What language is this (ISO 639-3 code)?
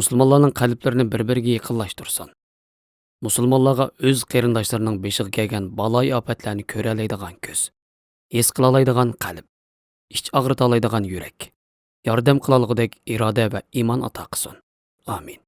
uig